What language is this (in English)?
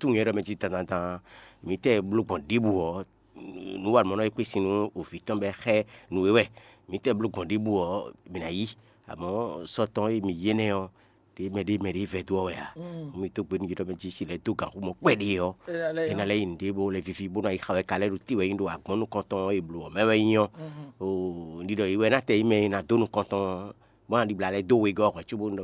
Fon